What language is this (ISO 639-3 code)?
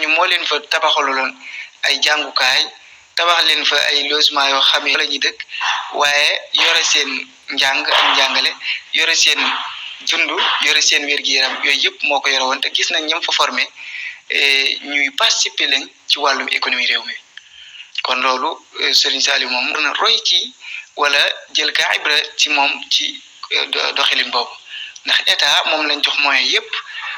wol